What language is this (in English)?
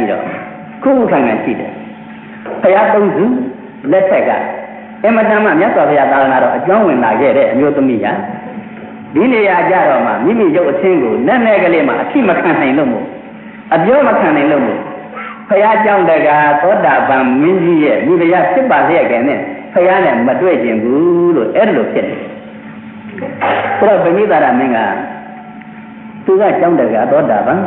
Burmese